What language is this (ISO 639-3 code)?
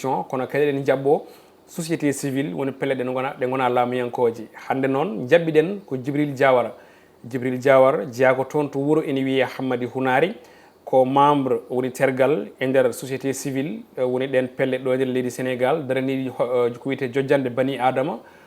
ful